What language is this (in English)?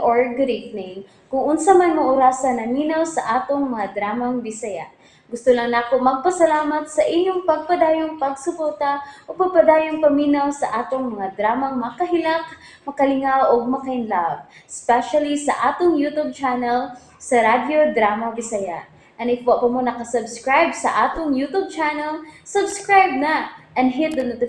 Cebuano